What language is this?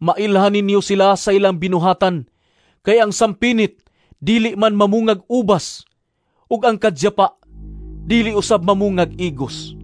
Cebuano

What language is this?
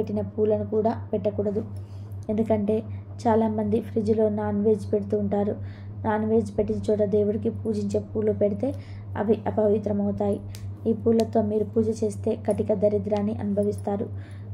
Telugu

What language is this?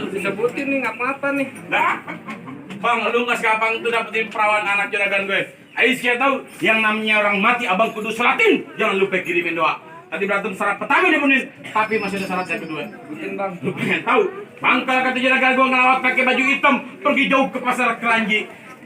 Betawi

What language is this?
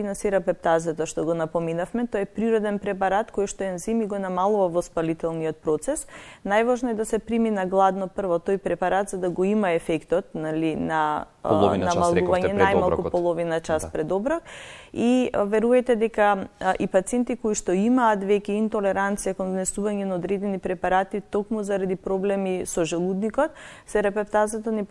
Macedonian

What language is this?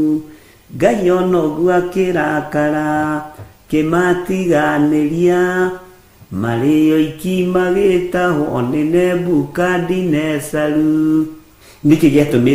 Kikuyu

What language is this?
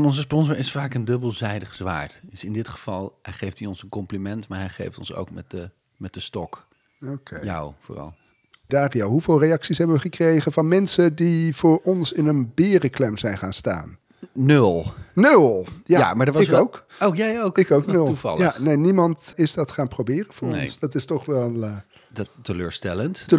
Dutch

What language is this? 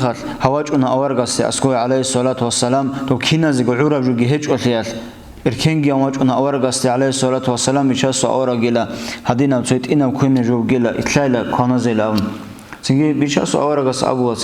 Avaric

